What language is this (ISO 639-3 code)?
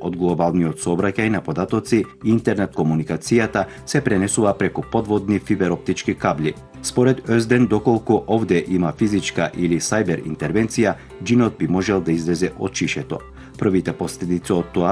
mkd